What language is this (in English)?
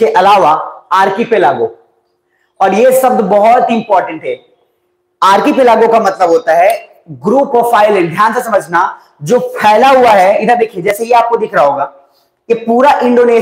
Hindi